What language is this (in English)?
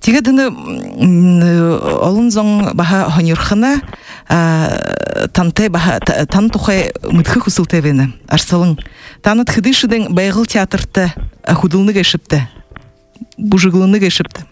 Buriat